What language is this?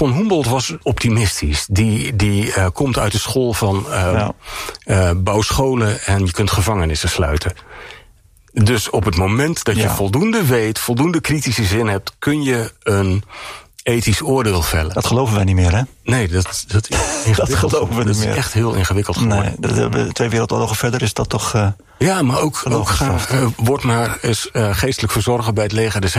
Dutch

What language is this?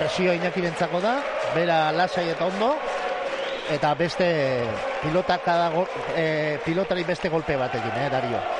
Basque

